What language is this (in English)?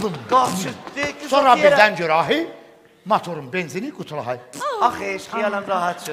South Azerbaijani